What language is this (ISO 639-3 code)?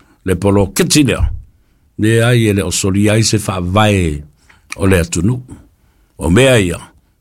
smo